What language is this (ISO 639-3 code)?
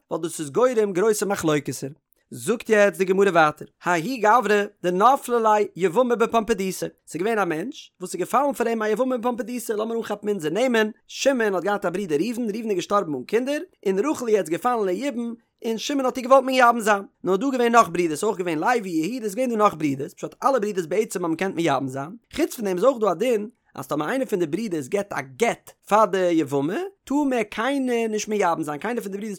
yid